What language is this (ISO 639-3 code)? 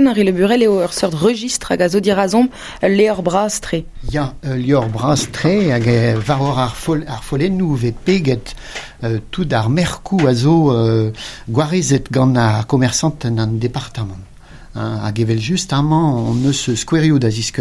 bre